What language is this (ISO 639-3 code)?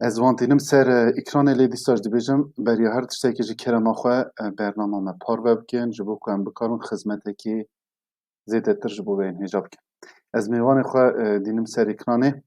kur